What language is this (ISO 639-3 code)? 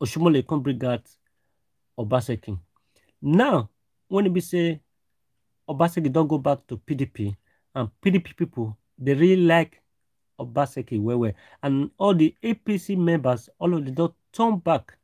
pcm